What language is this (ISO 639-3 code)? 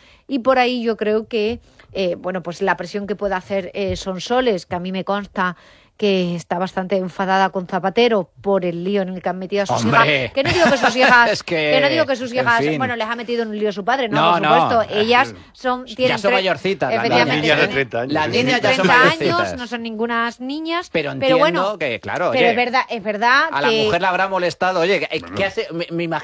spa